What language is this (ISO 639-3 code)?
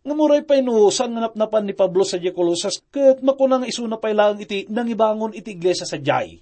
ilo